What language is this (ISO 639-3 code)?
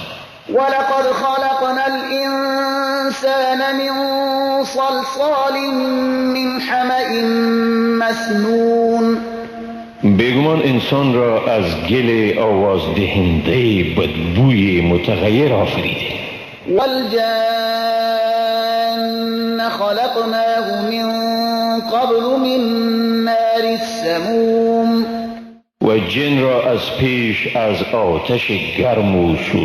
fas